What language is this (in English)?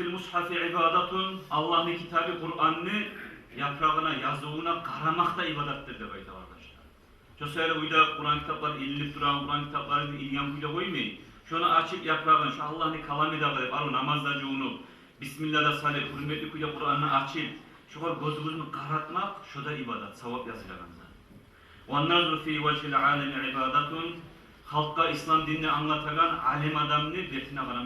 Kumyk